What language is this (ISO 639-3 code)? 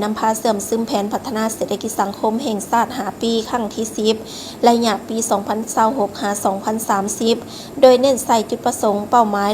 lao